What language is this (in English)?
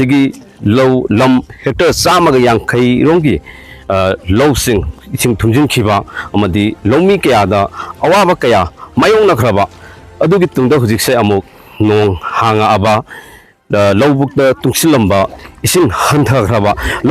Manipuri